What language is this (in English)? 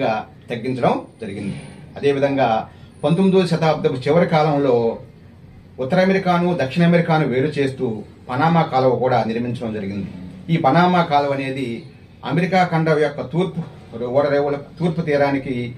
Telugu